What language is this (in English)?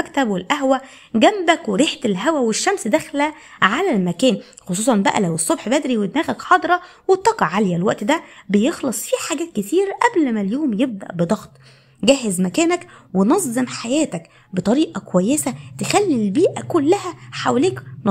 Egyptian Arabic